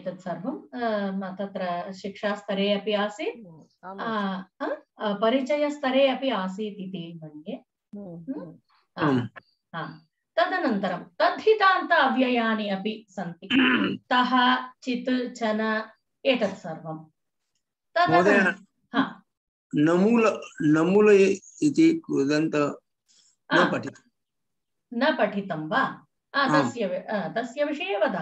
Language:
Sanskrit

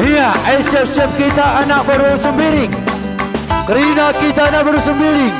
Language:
Batak Karo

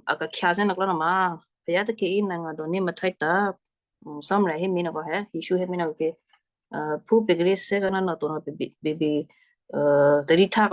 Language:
Western Kayah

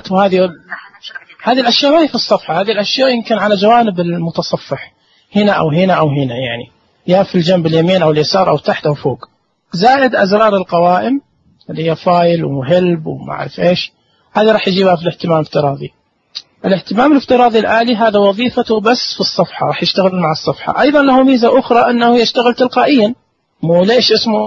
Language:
Najdi Arabic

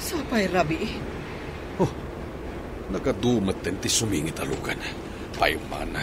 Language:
Iloko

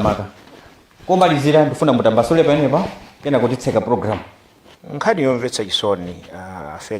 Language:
Nyanja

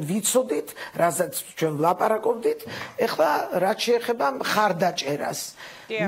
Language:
Georgian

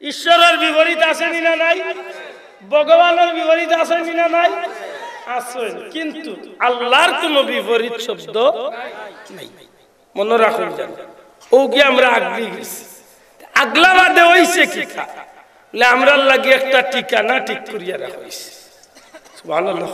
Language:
Sylheti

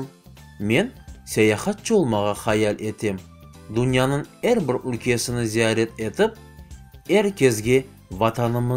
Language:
Crimean Tatar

